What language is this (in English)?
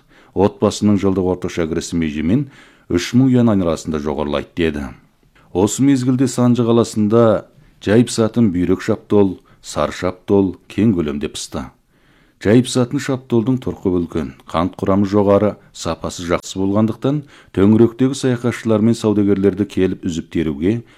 Kazakh